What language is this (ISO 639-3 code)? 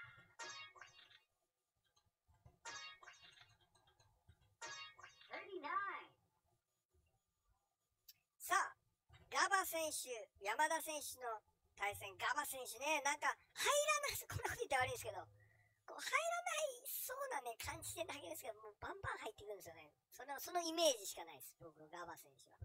jpn